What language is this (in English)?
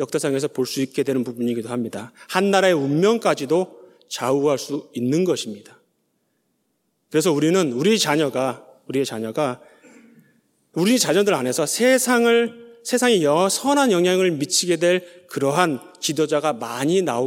Korean